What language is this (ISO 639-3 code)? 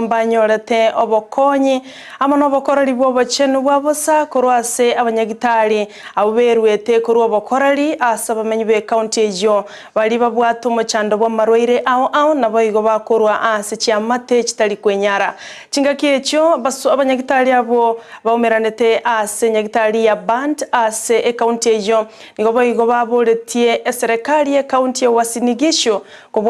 guz